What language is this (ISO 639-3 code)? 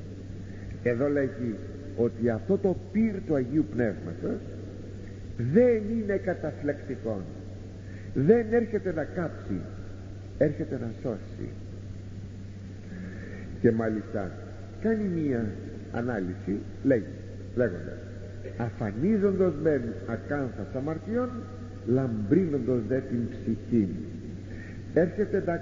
ell